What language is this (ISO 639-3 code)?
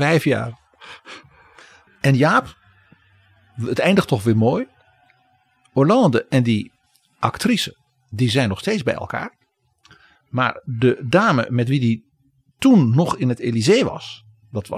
nld